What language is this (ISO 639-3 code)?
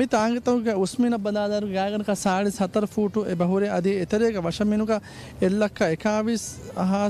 div